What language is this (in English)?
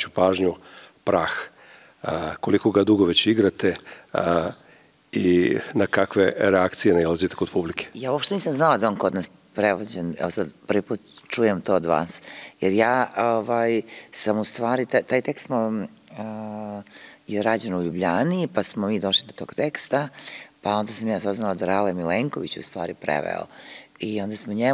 Serbian